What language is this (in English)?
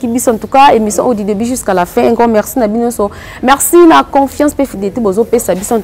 Lingala